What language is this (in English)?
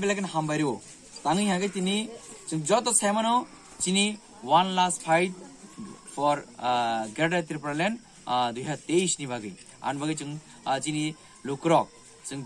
Kok Borok